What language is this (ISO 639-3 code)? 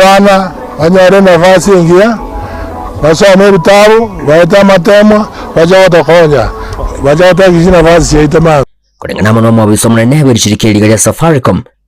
guz